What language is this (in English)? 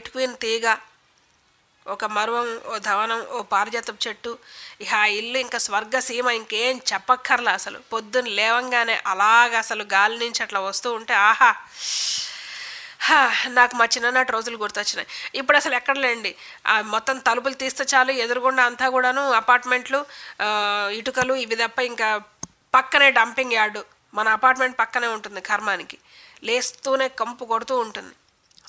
Telugu